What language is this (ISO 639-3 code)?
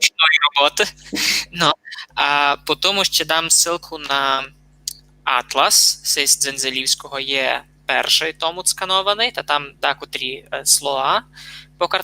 rue